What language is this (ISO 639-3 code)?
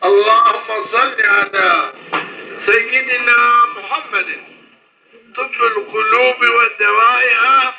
zza